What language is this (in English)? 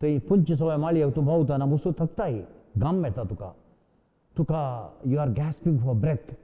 Konkani